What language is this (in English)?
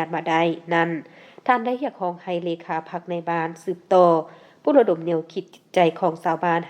Lao